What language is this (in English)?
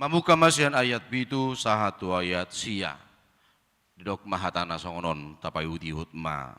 Batak Toba